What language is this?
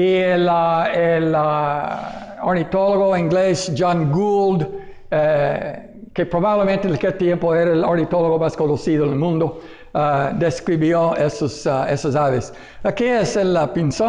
Spanish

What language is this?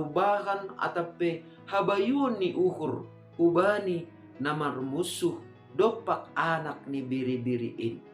Batak Simalungun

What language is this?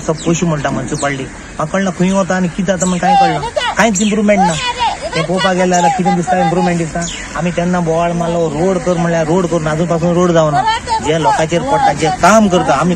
Konkani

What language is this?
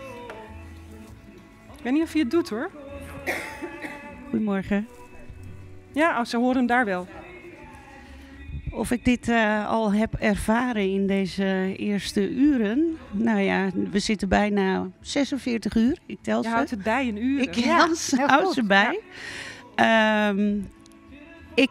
Dutch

